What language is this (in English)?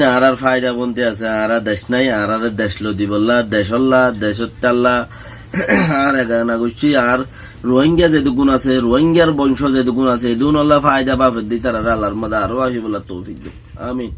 Rohingya